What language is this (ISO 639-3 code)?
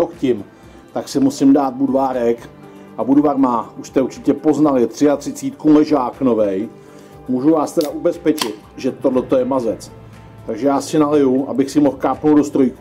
ces